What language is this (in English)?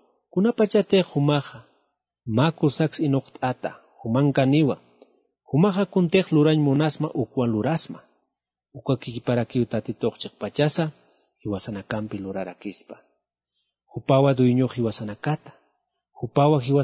Aymara